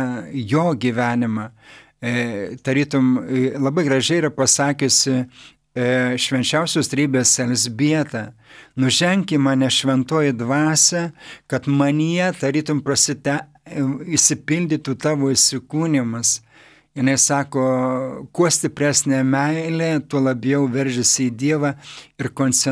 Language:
Lithuanian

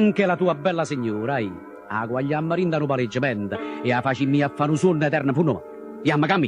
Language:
Neapolitan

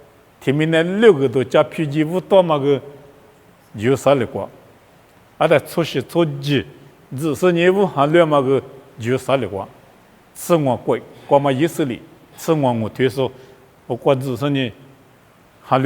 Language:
Lisu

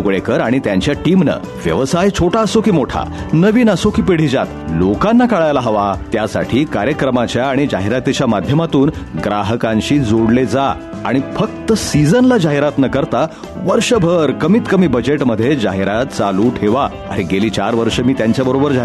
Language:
Marathi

